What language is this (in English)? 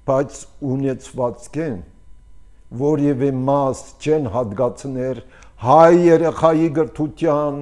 Armenian